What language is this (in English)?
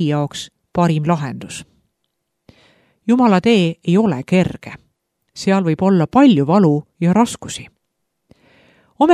Estonian